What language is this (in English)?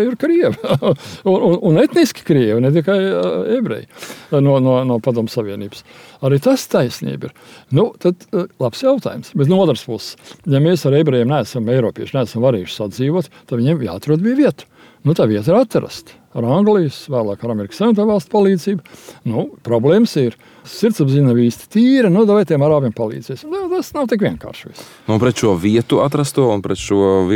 Latvian